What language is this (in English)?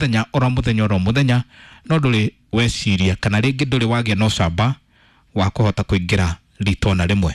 Kikuyu